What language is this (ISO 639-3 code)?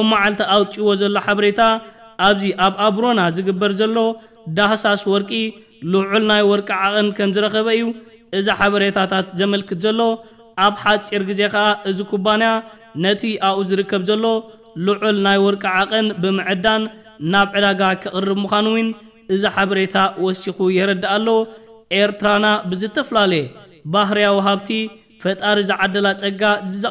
tir